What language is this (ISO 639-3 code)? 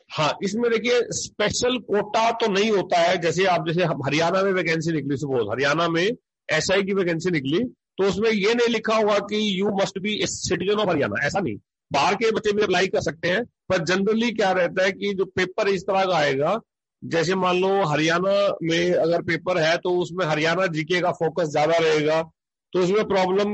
hin